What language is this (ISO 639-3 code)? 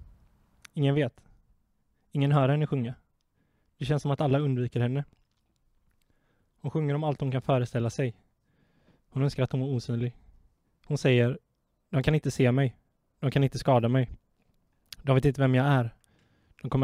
swe